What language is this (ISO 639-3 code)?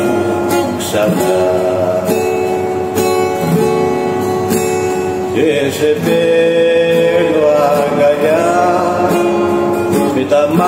ell